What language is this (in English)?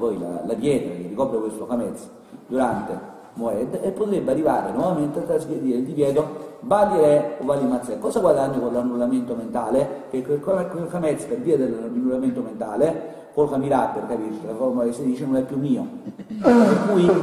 Italian